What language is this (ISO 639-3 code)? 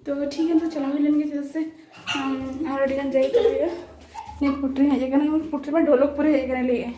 sat